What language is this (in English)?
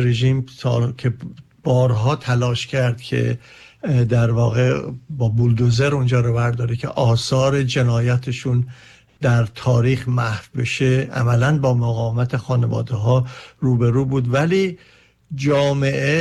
Persian